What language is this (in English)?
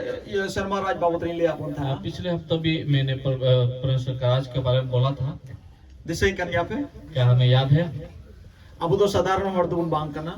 Santali